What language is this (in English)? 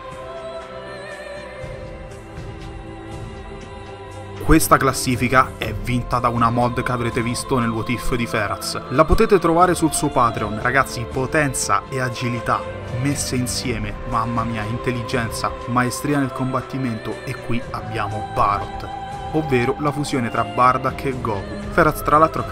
Italian